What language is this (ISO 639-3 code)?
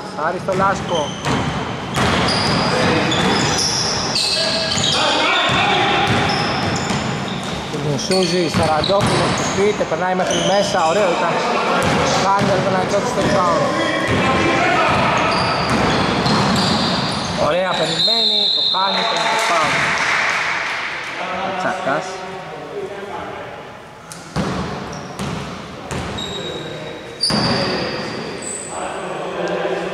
ell